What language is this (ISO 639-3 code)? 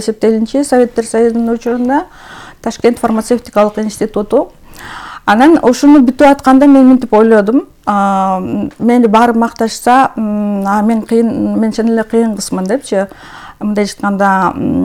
kir